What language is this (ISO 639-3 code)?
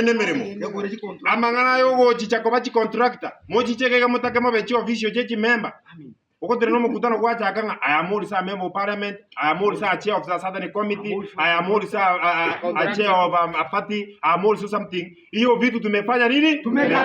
guz